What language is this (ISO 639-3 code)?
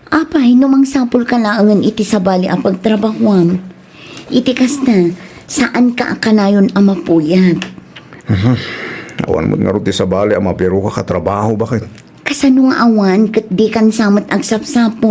ilo